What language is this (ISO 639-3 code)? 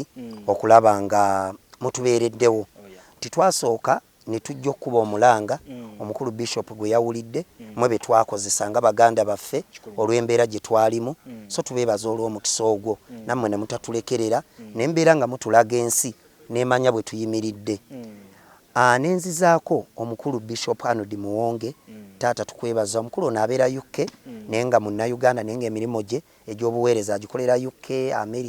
lug